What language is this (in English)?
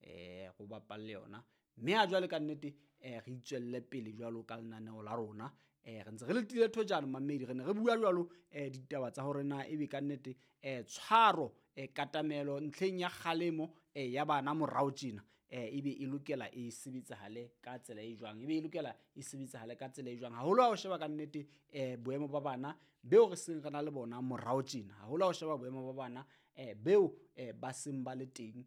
Southern Sotho